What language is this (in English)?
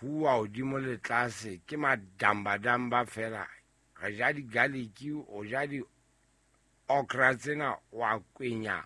Southern Sotho